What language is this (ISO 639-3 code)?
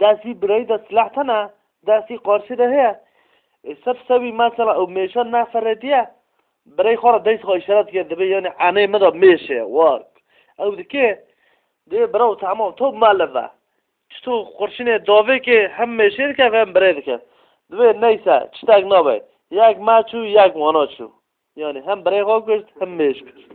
kur